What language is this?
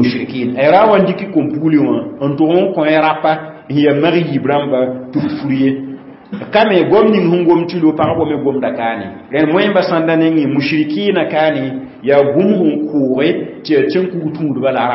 Mossi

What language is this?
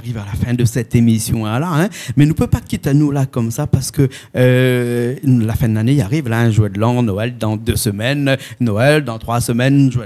Réunion Creole French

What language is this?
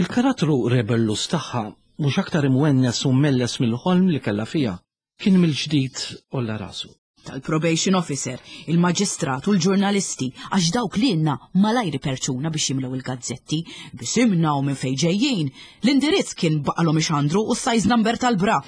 Maltese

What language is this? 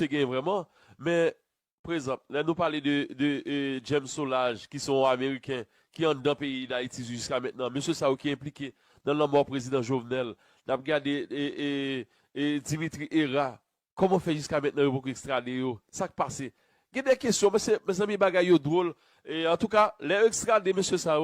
Haitian Creole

